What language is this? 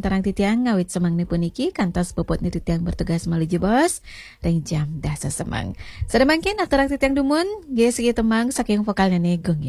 Balinese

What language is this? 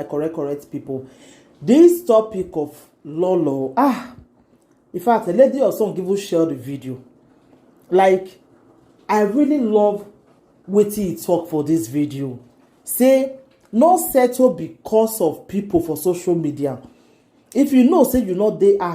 Nigerian Pidgin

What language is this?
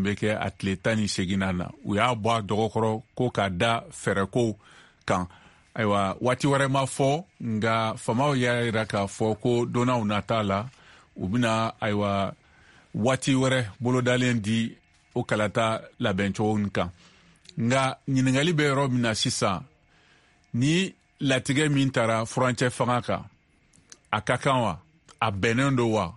Bambara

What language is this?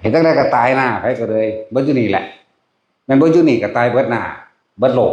Northeastern Thai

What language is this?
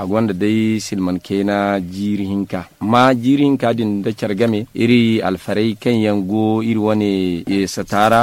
Zarma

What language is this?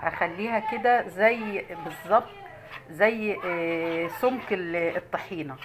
Egyptian Arabic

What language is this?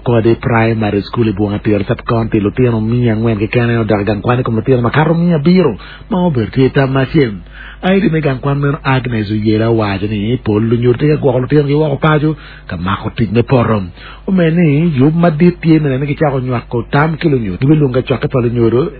Acoli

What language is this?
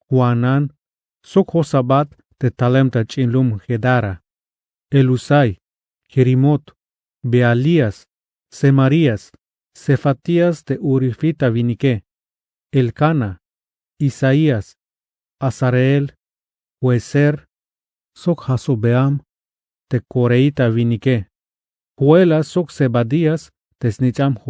Tzeltal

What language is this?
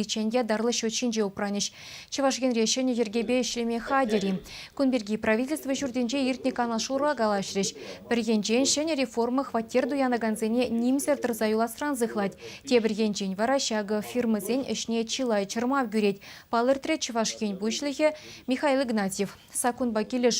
Chuvash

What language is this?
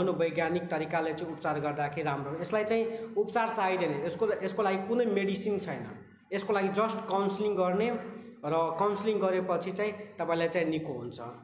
Nepali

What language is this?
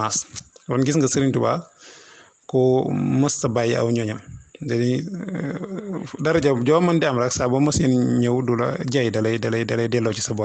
Wolof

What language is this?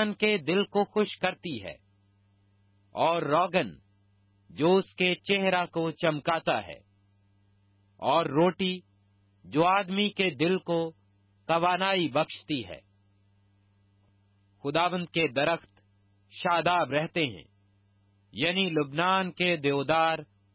Urdu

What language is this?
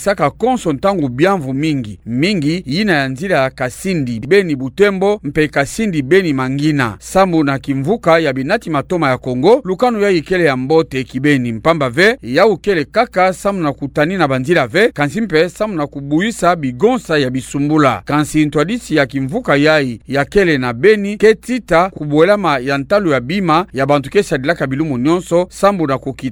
Kituba (Democratic Republic of Congo)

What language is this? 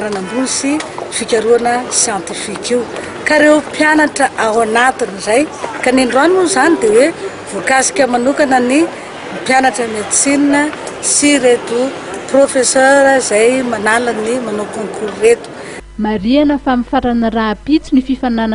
Malagasy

